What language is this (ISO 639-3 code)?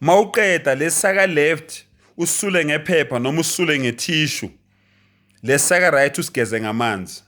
zul